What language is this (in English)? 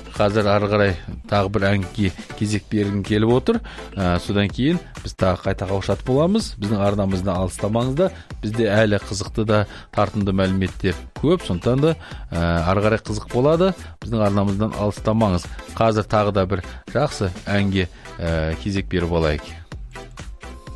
Kazakh